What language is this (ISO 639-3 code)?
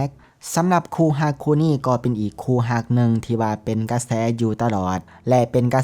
lao